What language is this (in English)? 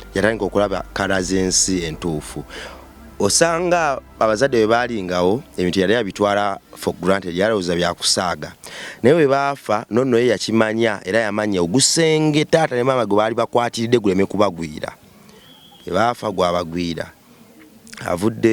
Ganda